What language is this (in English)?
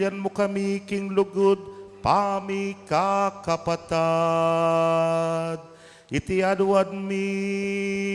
Pampanga